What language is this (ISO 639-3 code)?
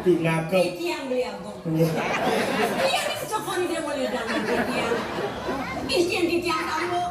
ban